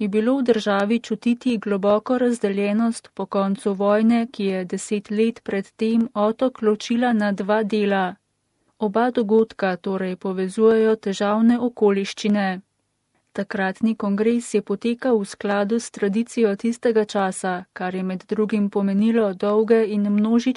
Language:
Slovenian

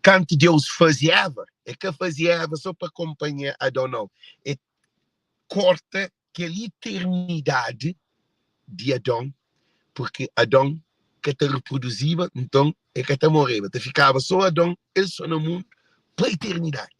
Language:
Kabuverdianu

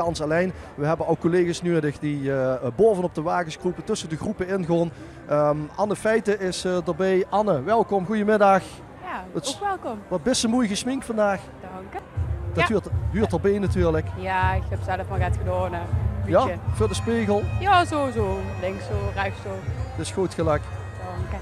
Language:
Limburgish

